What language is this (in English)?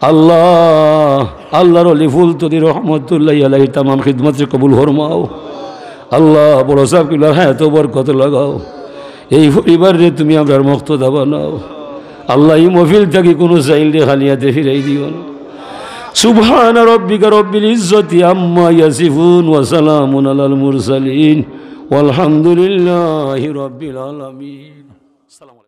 Sylheti